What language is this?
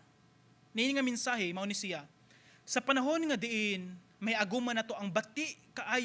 Cebuano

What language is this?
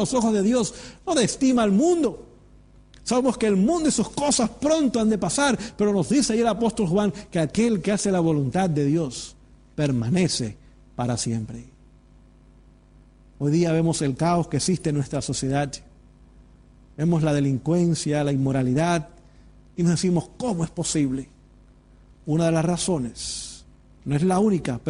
Spanish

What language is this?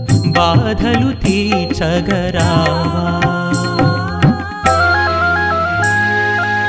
Telugu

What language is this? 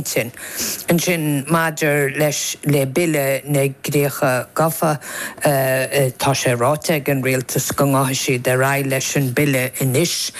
Irish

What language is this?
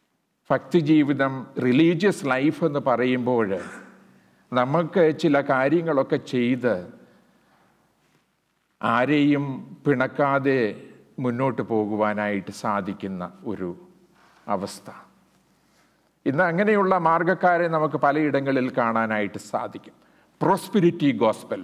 Malayalam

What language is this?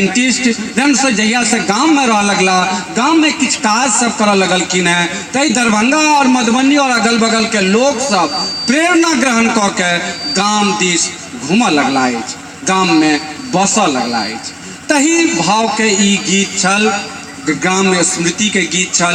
Maithili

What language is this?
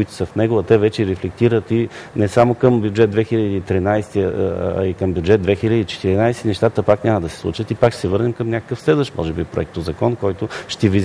Bulgarian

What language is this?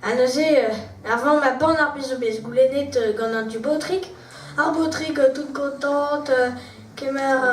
Breton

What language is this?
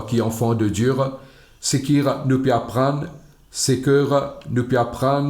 Morisyen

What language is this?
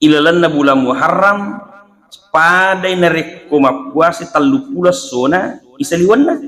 Buginese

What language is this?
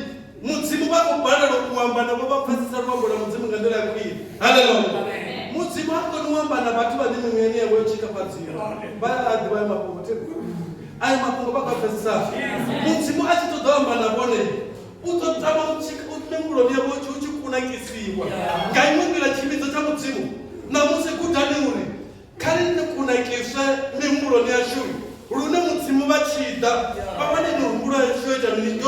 Venda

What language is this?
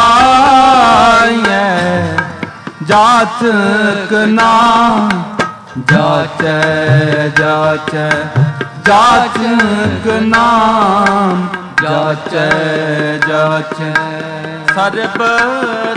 Punjabi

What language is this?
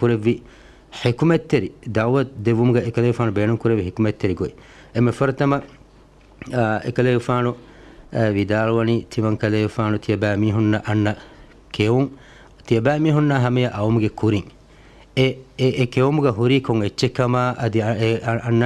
Divehi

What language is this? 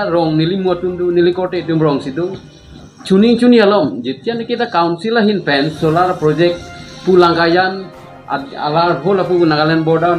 Karbi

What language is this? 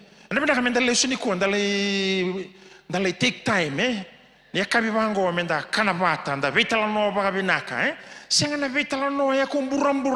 Fijian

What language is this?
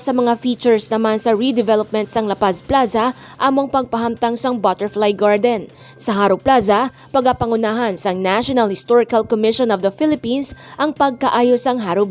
Hiligaynon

